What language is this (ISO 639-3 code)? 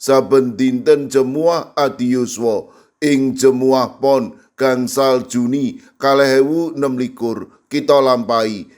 jav